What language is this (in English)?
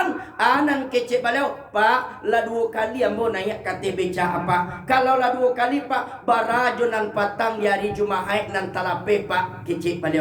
Minangkabau